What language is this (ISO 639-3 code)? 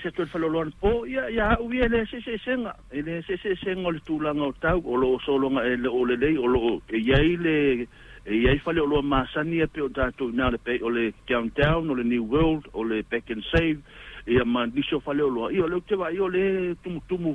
smo